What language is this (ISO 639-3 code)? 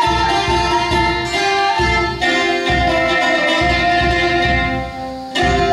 srp